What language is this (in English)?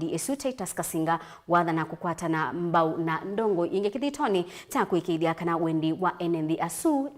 Kamba